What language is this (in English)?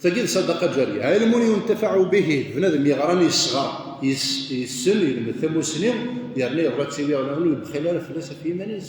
Kabyle